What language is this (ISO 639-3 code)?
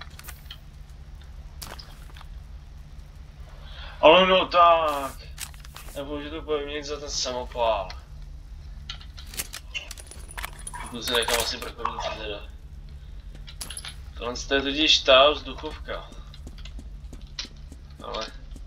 ces